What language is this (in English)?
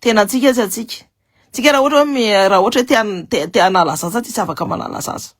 Malagasy